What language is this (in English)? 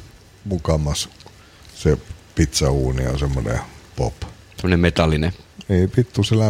Finnish